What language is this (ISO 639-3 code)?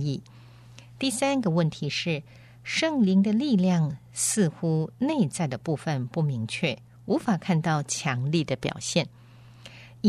zho